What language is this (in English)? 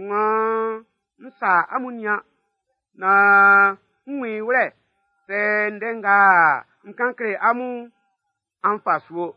Baoulé